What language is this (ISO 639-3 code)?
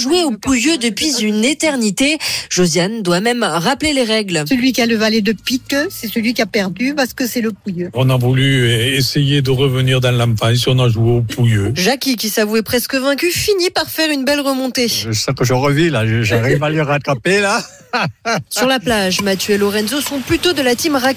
fra